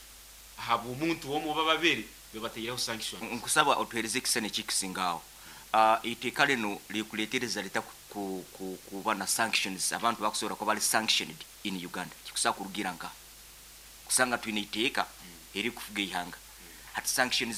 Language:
Nyoro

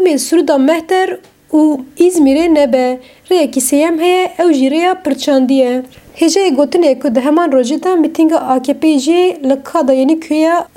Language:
Kurdish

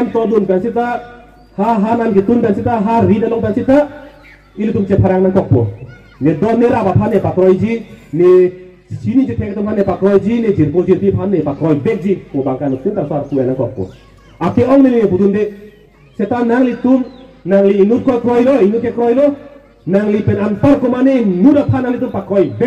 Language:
Karbi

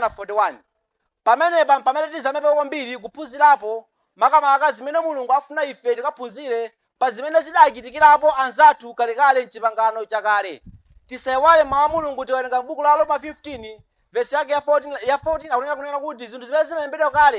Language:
Nyanja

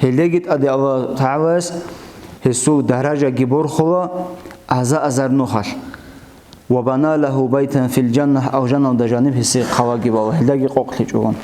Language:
Avaric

